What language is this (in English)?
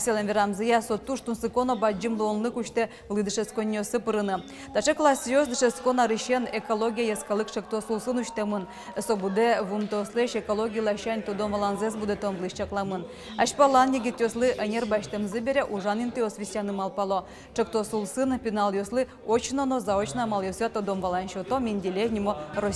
Udmurt